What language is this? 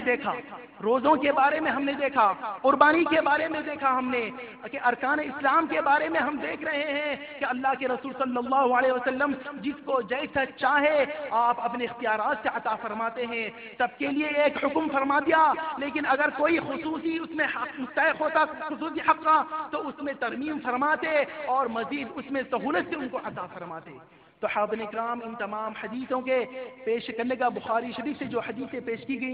Urdu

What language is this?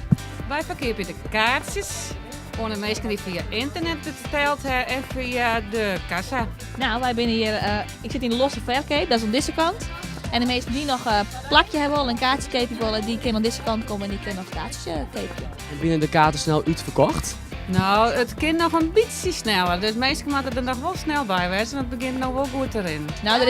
Western Frisian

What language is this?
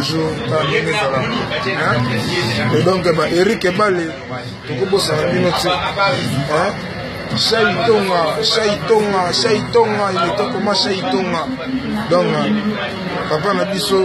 Lingala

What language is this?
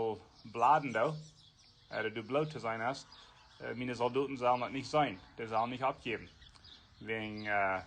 Plautdietsch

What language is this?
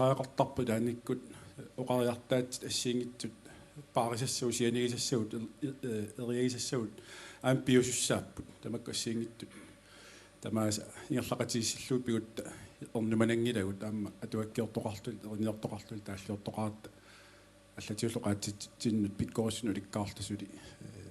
Kalaallisut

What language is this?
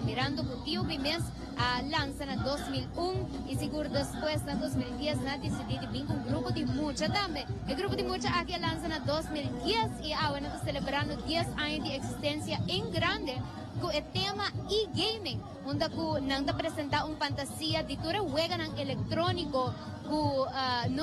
Papiamento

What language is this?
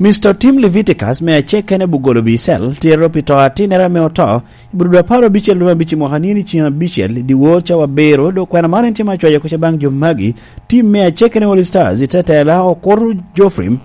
Lango (Uganda)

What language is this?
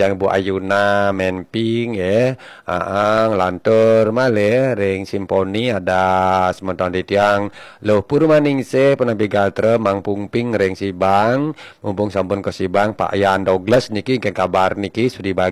Balinese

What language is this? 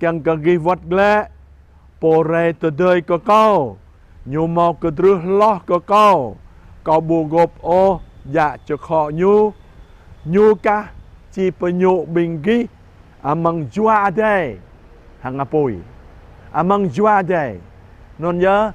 Jarai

